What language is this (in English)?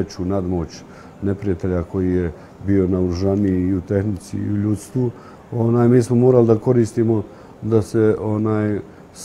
Bosnian